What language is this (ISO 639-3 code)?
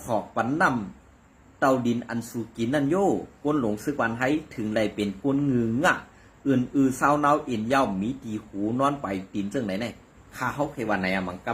shn